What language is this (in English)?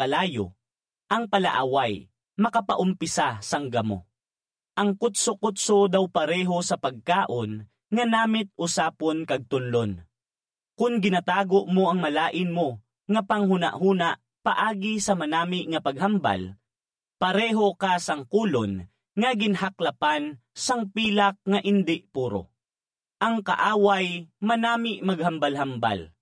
Hiligaynon